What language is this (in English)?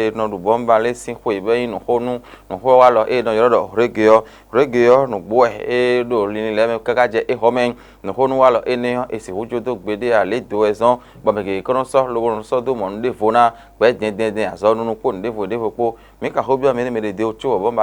Fon